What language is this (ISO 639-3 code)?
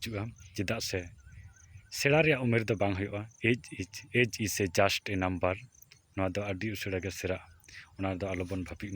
sat